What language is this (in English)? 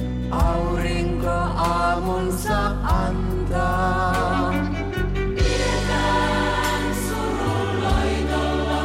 Finnish